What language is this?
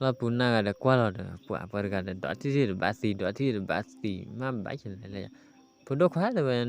S'gaw Karen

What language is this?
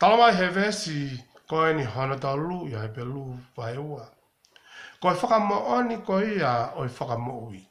Tongan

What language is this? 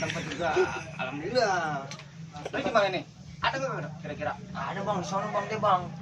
Betawi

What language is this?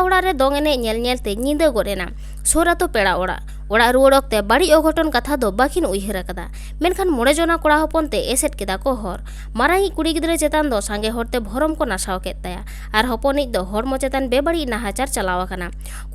Santali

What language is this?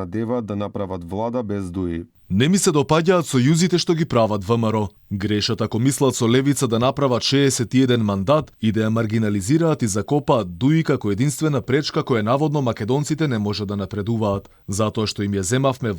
Macedonian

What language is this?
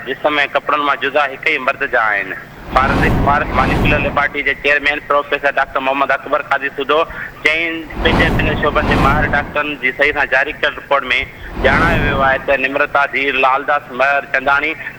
Sindhi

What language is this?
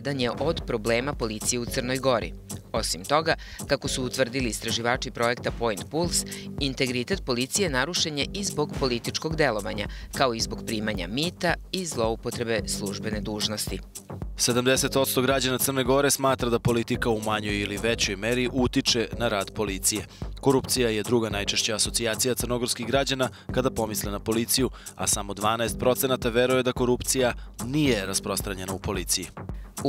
Serbian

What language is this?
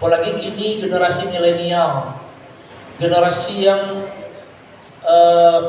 Minangkabau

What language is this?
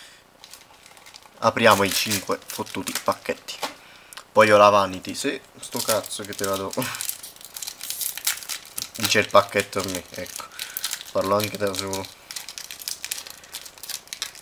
Italian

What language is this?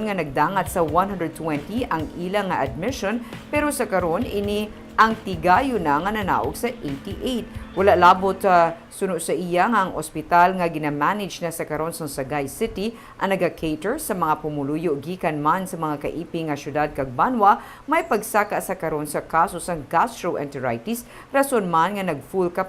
Hiligaynon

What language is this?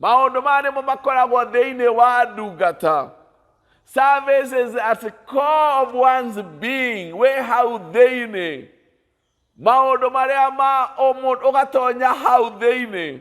Kikuyu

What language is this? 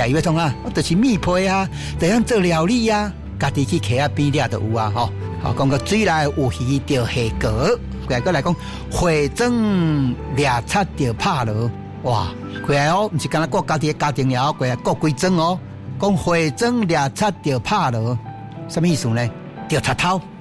Min Nan Chinese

